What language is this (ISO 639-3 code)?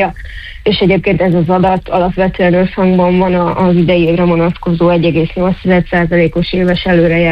hun